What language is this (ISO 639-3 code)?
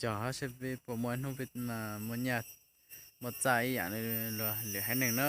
hmn